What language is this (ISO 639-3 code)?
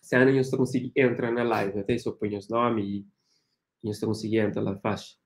kea